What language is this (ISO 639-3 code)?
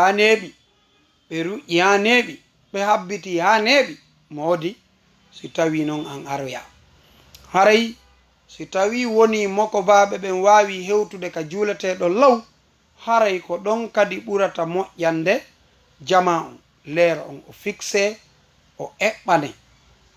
ful